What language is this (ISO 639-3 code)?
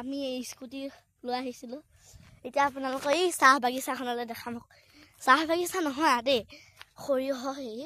asm